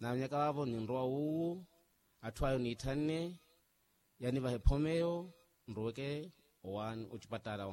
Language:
Makhuwa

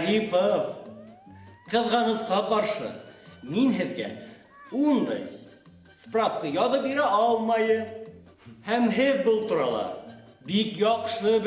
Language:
Bashkir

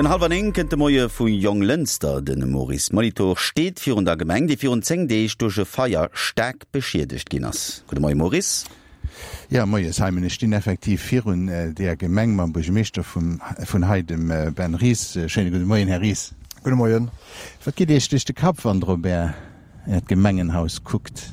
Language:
Luxembourgish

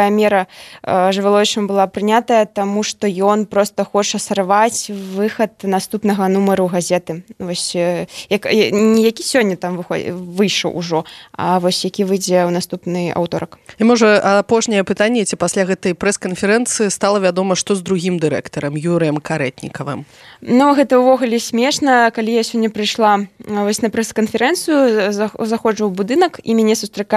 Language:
Belarusian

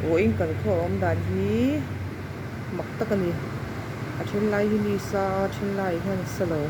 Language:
Mizo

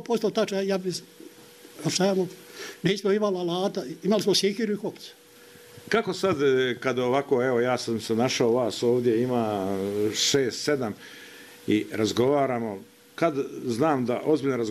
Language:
Bosnian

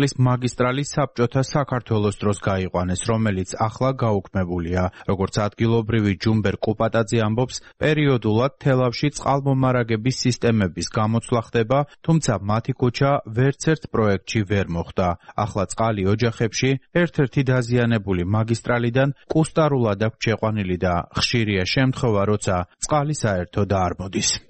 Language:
Georgian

